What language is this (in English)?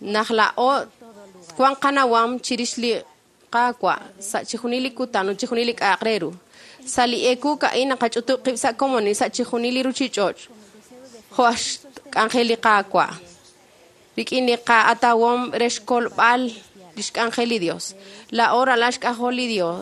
Kekchí